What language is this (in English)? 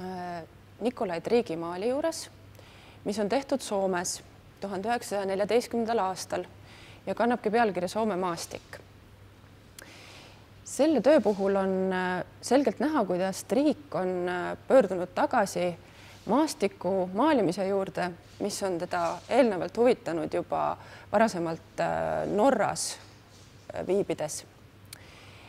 Estonian